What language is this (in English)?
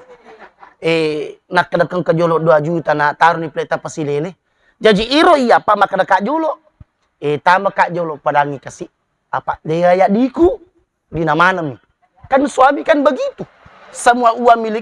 Buginese